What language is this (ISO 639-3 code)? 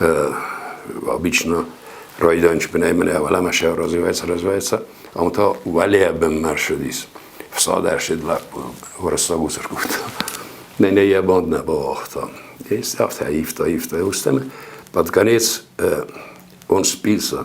oss